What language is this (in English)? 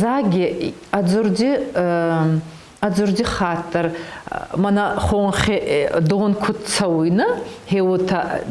Ossetic